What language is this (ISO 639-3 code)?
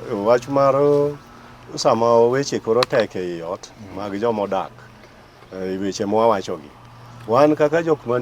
luo